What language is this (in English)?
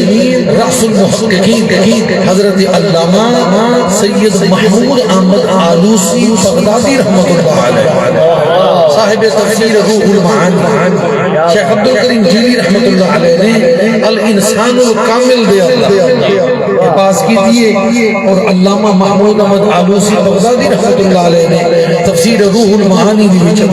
Saraiki